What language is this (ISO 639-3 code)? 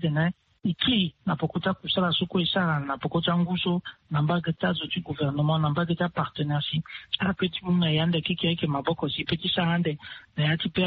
sag